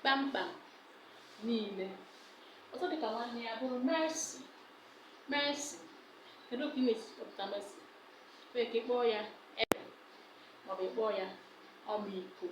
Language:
Igbo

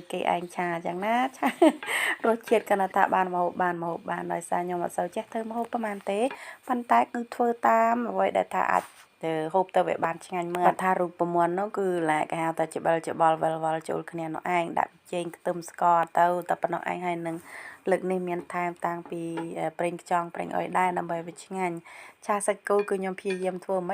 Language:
Khmer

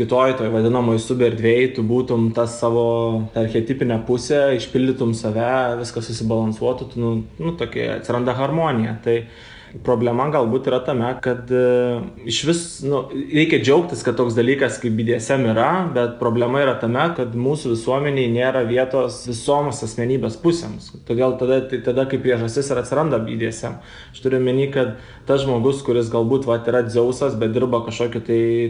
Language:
Lithuanian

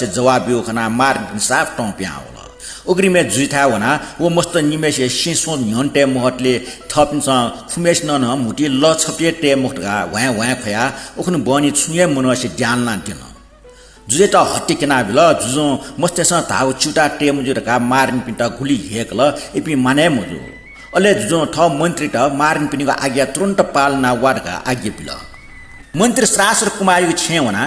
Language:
Newari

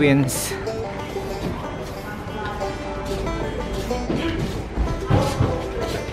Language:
Filipino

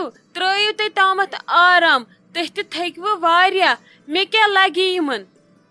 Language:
Kashmiri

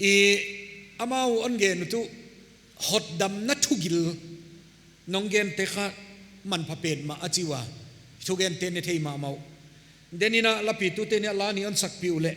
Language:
Paite Chin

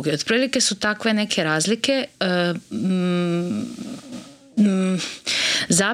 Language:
Serbian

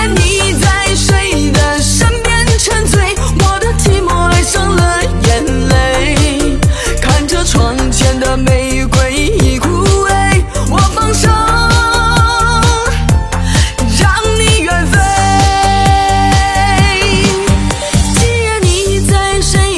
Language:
Chinese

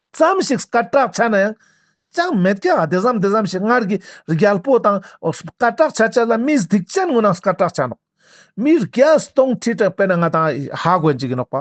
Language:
Ladakhi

